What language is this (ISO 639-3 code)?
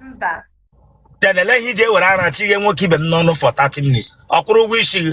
ibo